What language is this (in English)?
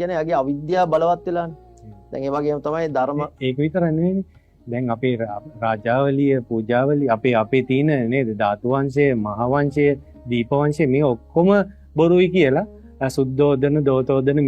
Sinhala